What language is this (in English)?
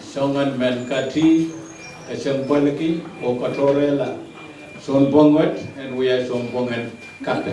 Pohnpeian